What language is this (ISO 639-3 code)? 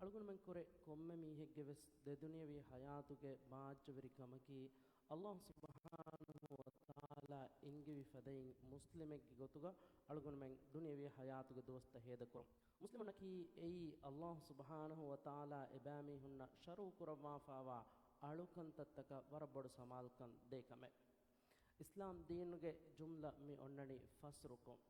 div